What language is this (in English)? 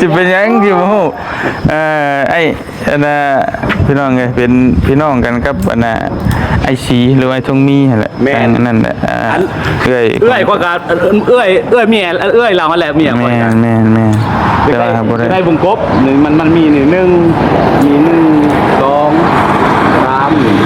Northeastern Thai